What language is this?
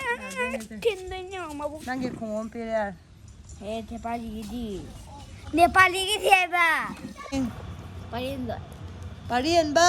Manipuri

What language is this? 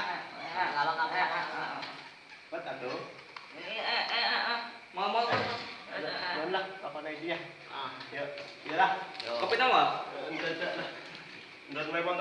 Sundanese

